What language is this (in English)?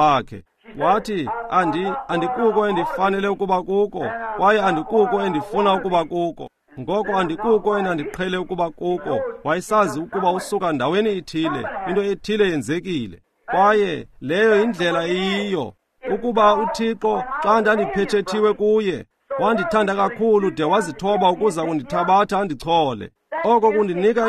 Xhosa